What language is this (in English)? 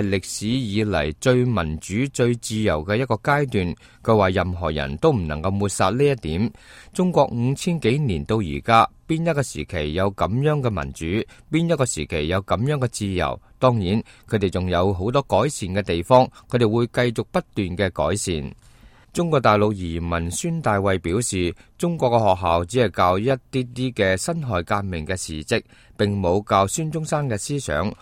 Cantonese